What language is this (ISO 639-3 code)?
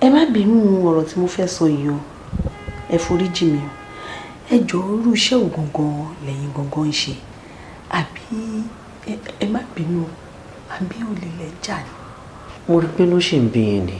yor